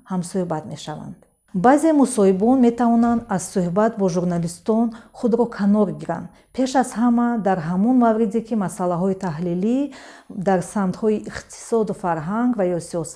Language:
Tajik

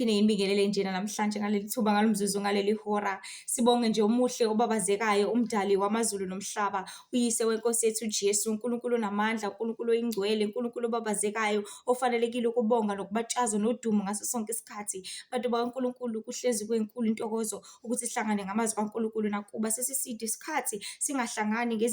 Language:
Zulu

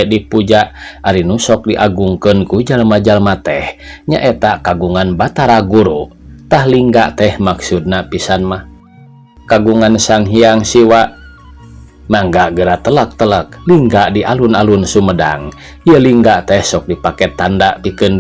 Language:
Sundanese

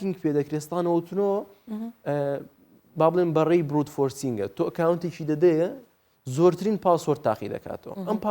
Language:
Central Kurdish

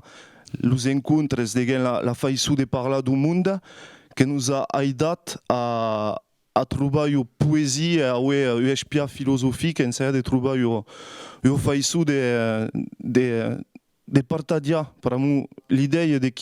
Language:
Occitan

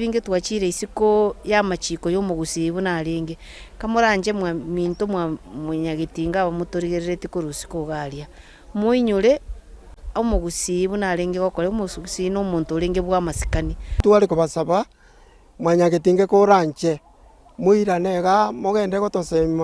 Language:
Gusii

